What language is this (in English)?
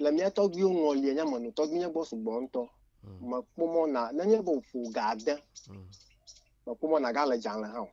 Ewe